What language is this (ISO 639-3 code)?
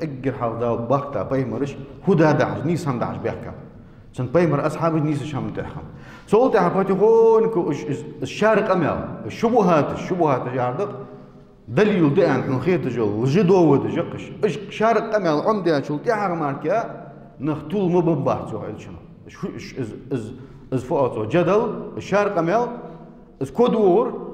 inh